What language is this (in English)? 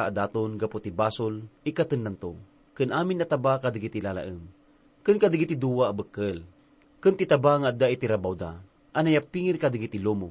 Iloko